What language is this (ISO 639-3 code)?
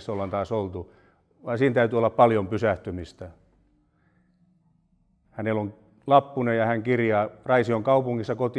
fin